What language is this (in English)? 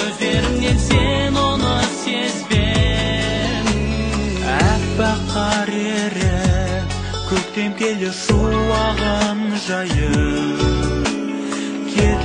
Kazakh